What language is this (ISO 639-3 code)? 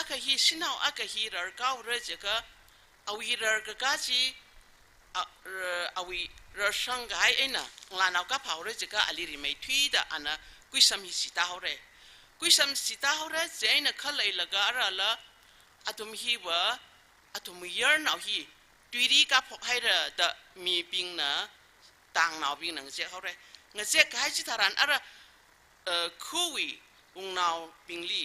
nmf